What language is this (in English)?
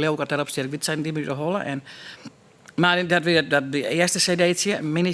Western Frisian